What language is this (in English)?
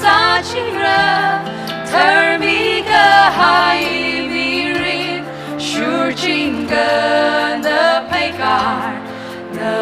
Tangkhul Naga (India)